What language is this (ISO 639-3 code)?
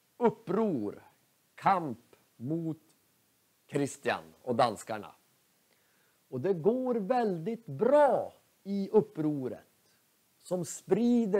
swe